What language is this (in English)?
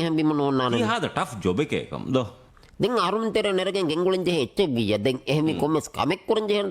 Divehi